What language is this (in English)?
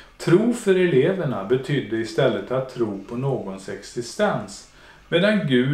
Swedish